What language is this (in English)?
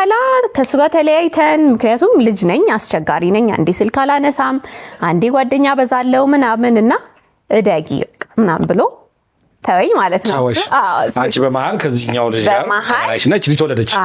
Amharic